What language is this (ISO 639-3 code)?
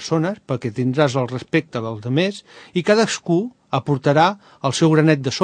cat